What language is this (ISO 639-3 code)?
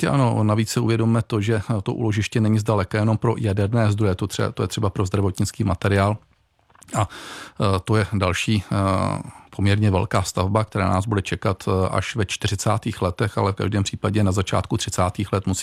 ces